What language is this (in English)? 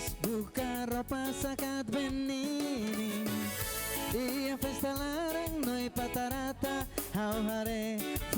Tetum